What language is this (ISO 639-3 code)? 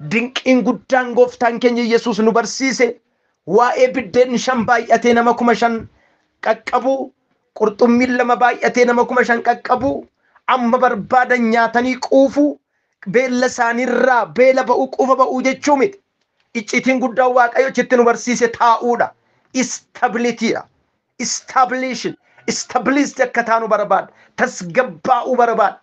orm